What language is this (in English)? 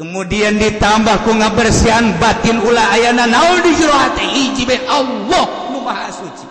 Sundanese